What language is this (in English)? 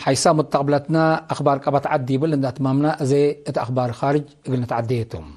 Tigre